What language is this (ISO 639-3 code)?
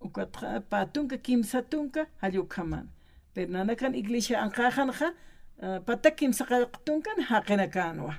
aym